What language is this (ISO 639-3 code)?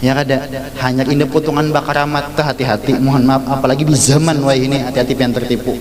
bjn